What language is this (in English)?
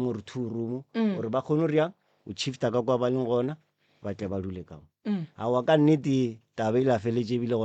Northern Sotho